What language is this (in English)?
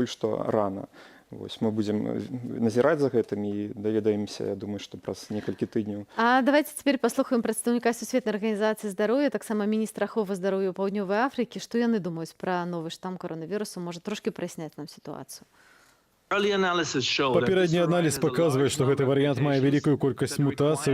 Belarusian